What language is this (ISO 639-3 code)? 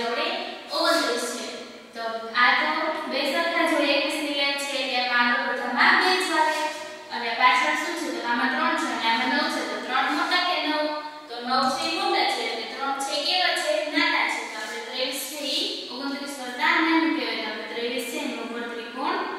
guj